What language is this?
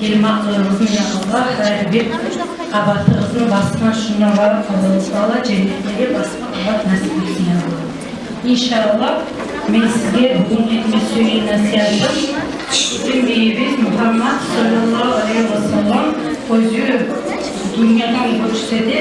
Kumyk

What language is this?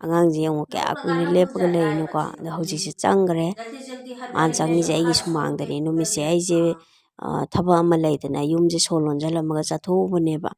Manipuri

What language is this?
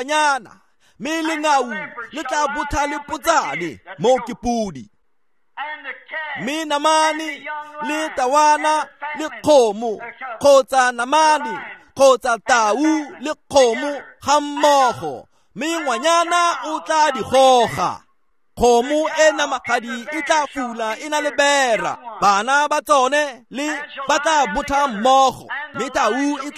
Tswana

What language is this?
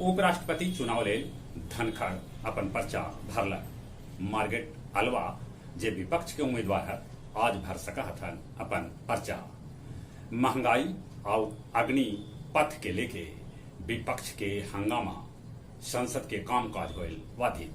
Magahi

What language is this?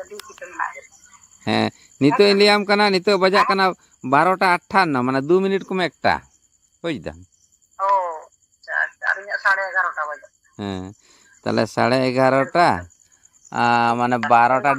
Santali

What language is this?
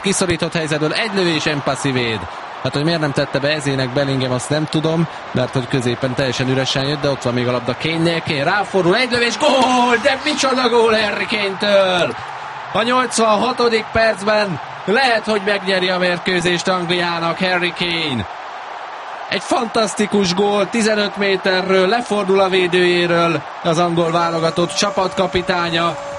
Hungarian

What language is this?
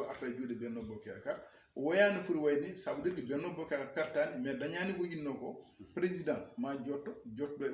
Fula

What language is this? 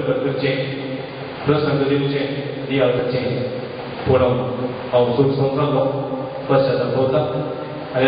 Konkani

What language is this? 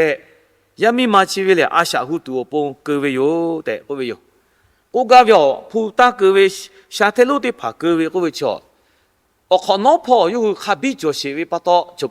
Lahu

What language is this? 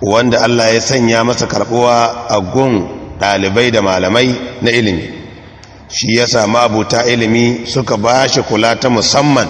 Hausa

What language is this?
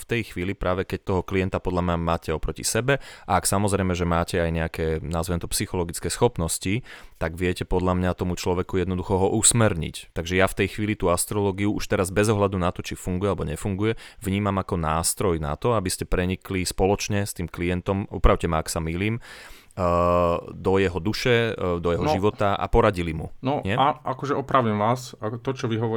Slovak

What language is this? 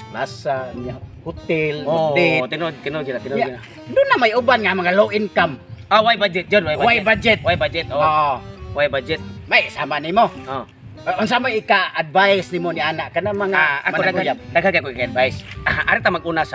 Cebuano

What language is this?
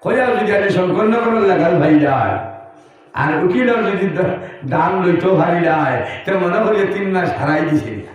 Sylheti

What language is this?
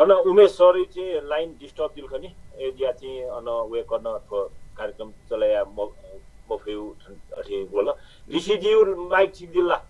Newari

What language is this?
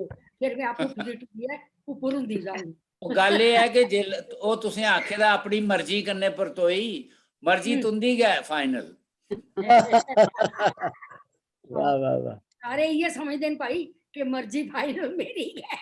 Dogri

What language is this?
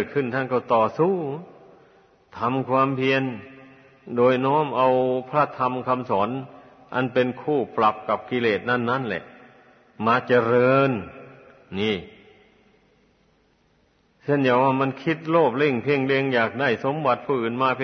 Thai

